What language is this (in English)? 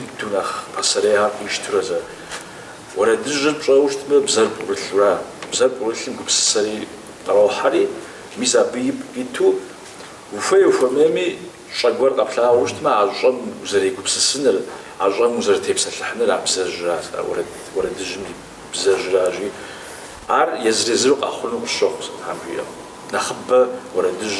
Kabardian